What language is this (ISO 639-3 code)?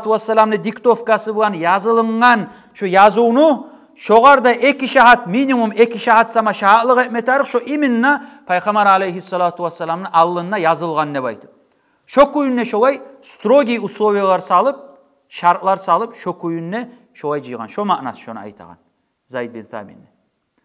kum